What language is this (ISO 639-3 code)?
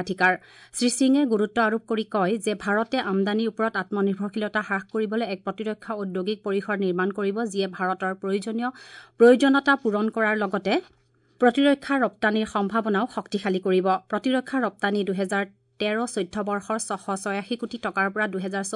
asm